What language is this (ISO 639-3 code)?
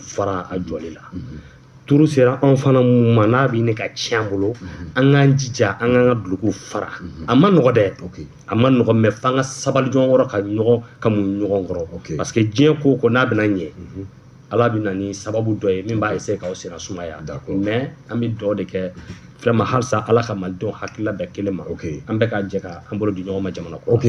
bam